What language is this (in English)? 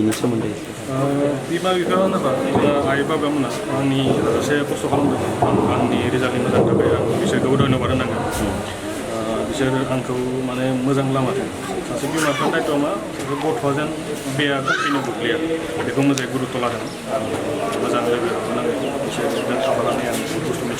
Bodo